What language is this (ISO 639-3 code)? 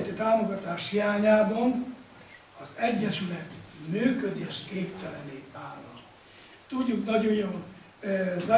hun